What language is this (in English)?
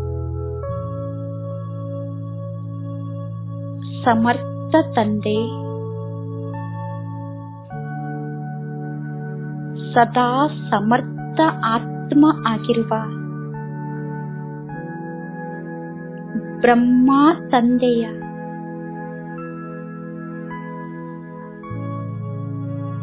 Kannada